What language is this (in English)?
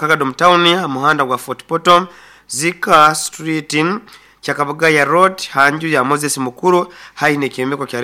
Nyoro